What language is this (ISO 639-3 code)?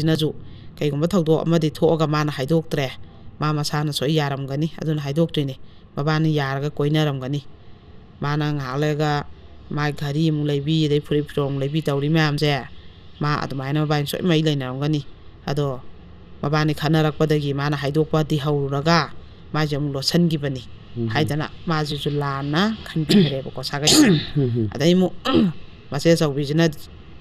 mni